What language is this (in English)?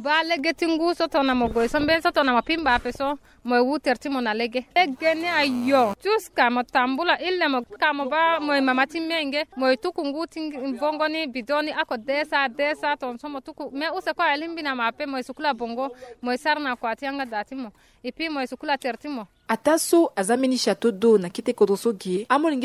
Sango